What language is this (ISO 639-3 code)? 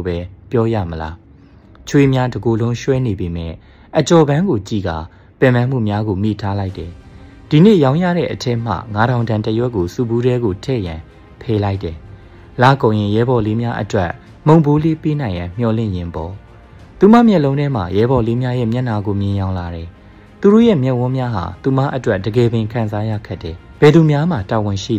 mya